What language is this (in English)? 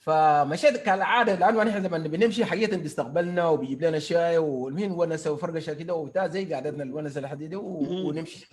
Sudanese Arabic